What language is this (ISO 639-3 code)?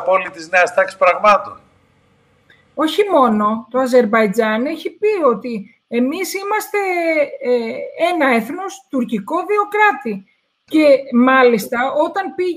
ell